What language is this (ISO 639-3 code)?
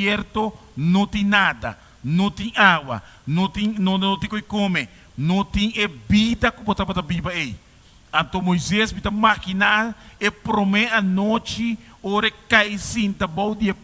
pap